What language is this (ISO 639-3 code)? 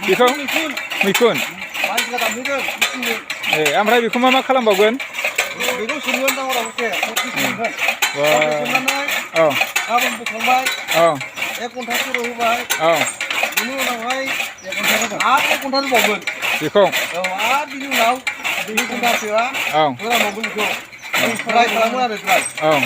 brx